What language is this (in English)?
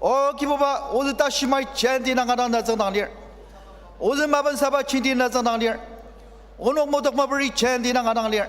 Ao Naga